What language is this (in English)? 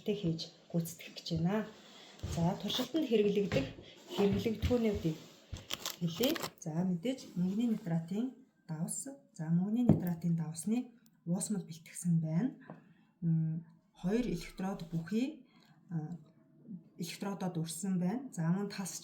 Mongolian